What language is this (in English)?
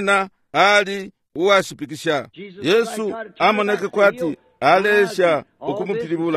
Bemba